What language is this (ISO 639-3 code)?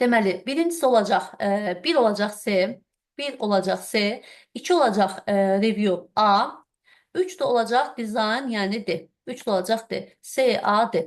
aze